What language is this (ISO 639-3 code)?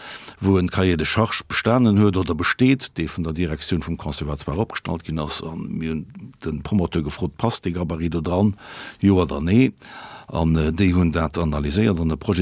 ltz